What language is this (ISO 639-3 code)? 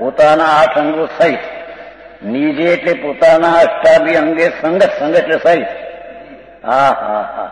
guj